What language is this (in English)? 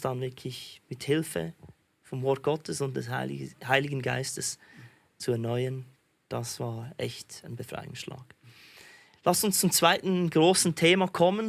Swiss German